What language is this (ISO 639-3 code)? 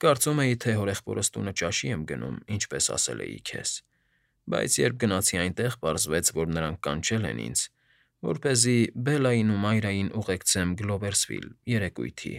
hye